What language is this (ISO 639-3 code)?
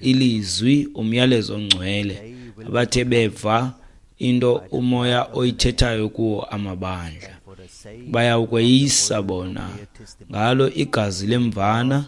xho